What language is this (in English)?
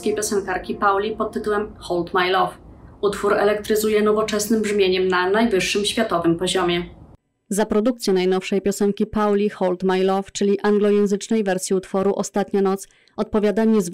Polish